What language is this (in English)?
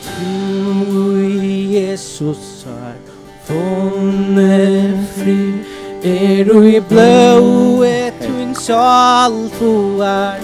Faroese